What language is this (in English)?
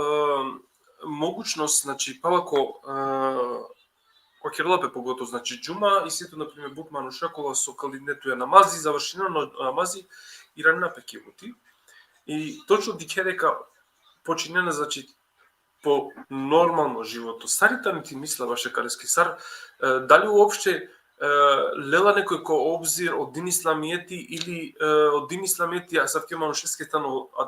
Balkan Romani